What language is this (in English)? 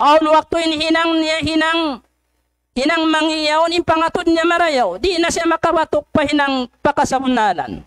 Tausug